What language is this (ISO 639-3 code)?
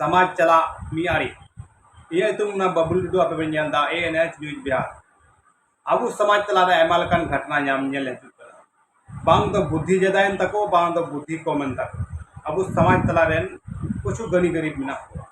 sat